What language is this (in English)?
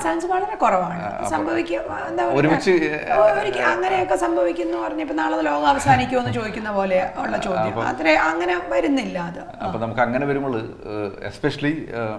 Malayalam